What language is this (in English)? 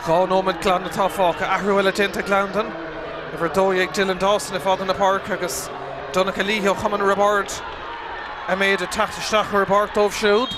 Irish